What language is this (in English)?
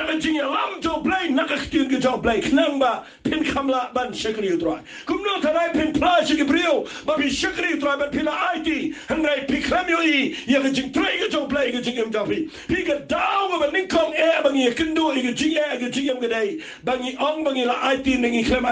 Khasi